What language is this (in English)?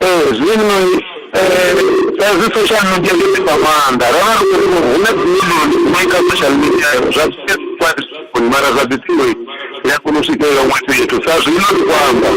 Venda